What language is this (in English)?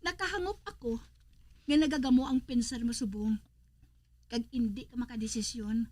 Hiligaynon